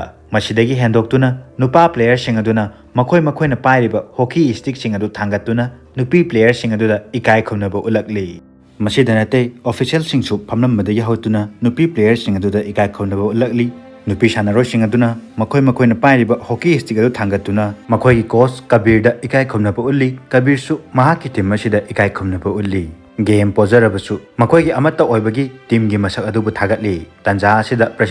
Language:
Manipuri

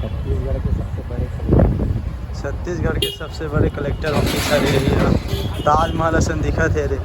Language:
Chhattisgarhi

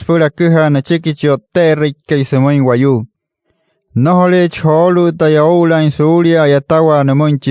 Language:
Wayuu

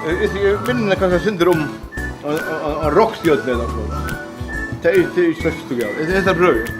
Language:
Faroese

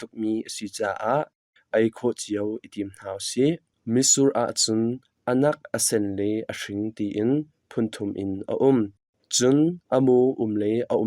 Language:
Hakha Chin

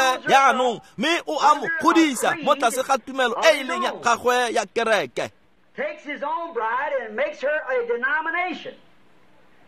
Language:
Tswana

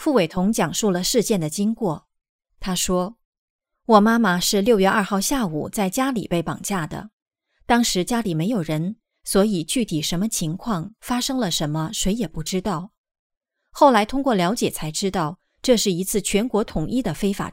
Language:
Chinese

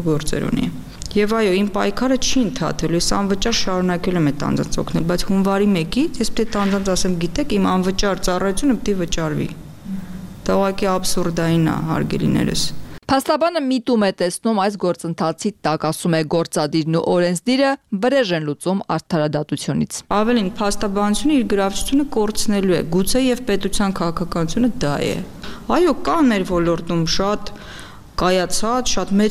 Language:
Armenian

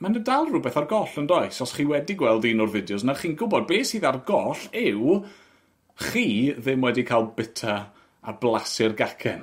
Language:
Welsh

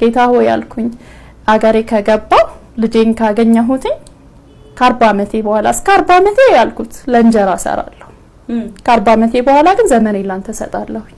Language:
Amharic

